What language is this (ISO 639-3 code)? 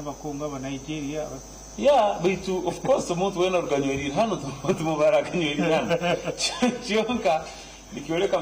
nyn